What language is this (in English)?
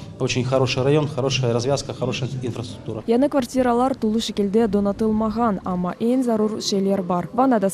Crimean Tatar